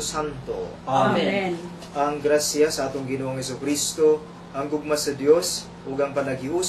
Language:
Cebuano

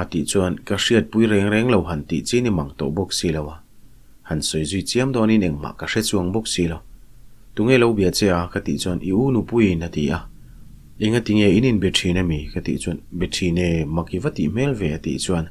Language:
Mizo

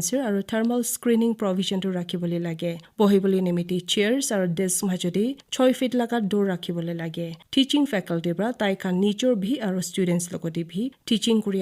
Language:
Naga Pidgin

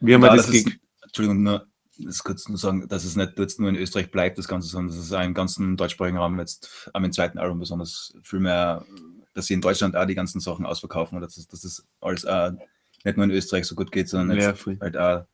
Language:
Bavarian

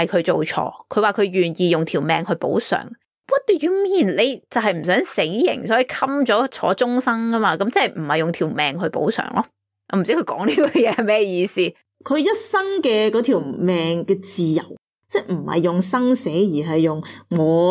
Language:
Cantonese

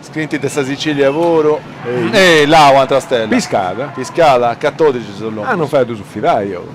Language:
Sardinian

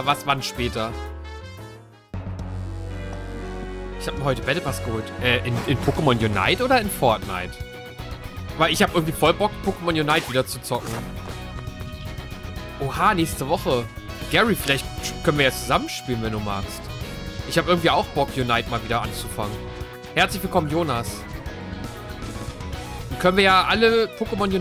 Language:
German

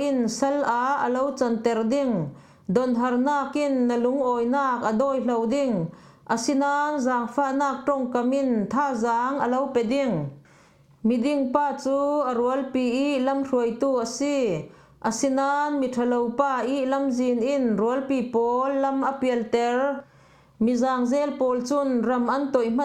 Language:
Falam Chin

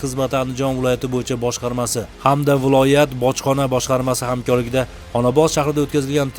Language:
Uzbek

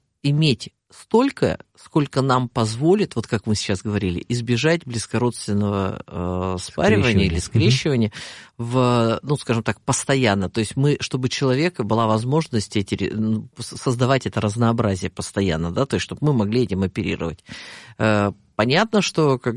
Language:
Russian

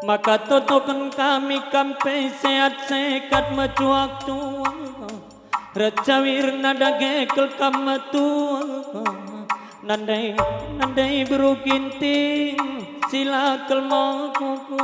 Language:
Batak Karo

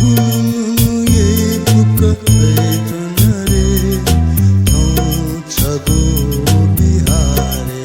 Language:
Newari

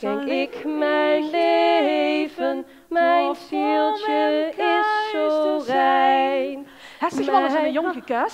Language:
Limburgish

